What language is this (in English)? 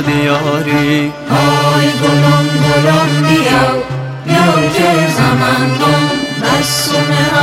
Persian